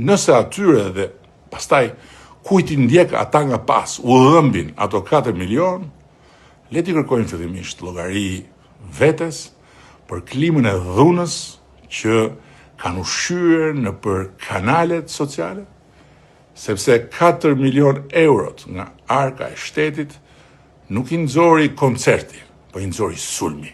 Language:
Albanian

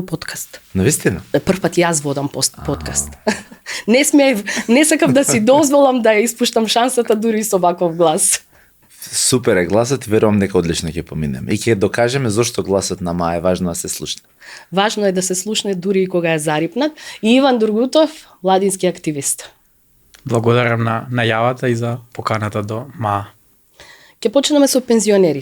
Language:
Macedonian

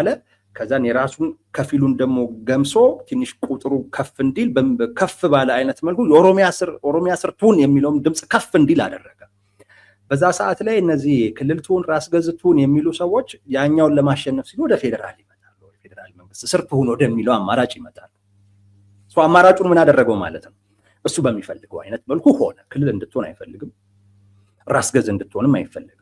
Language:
Amharic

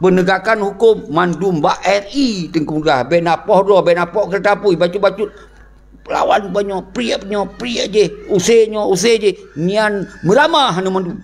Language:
Achinese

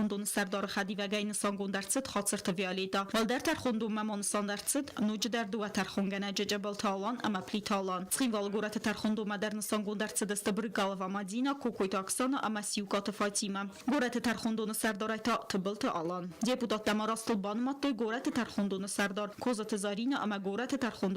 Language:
Ossetic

